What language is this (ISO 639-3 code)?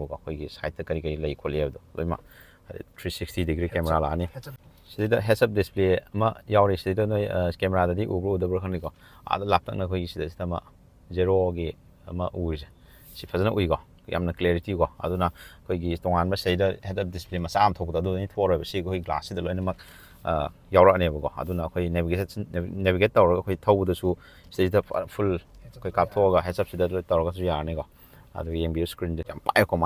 mni